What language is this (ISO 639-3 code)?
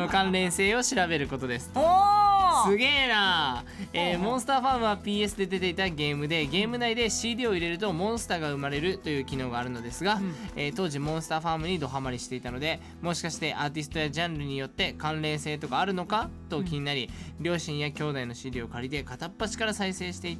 jpn